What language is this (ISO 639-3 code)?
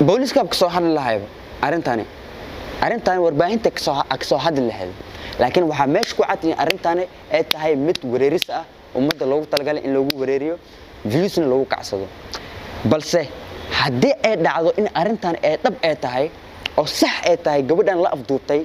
som